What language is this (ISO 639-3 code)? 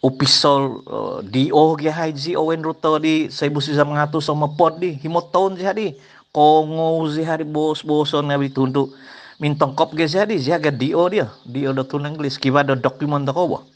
dtp